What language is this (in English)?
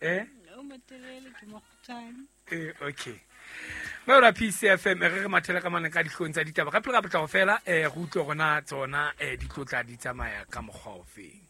Southern Sotho